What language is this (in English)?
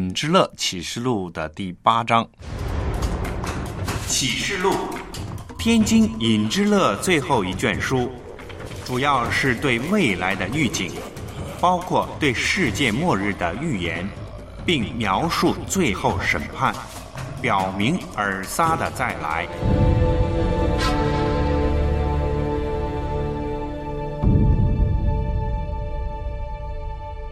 Chinese